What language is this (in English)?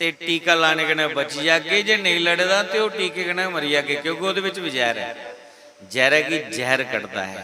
Dogri